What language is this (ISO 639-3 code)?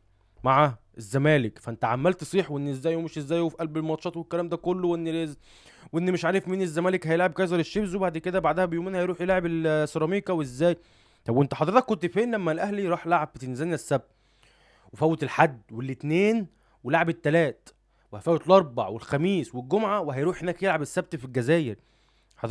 arz